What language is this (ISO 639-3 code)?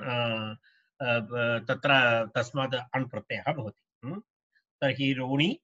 san